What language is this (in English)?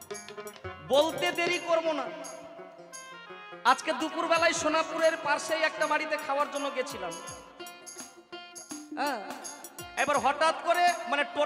Bangla